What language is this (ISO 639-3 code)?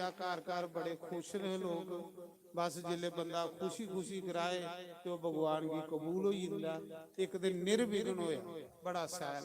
doi